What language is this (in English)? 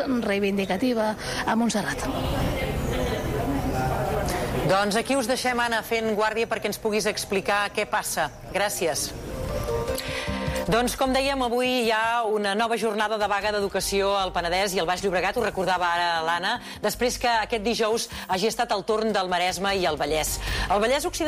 Catalan